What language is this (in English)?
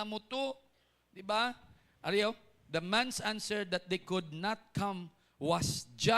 Hiligaynon